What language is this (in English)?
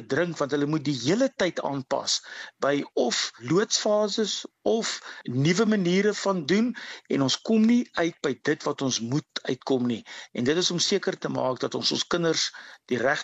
Afrikaans